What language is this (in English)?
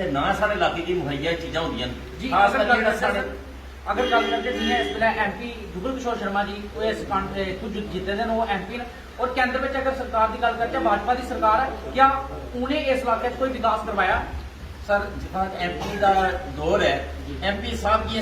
Dogri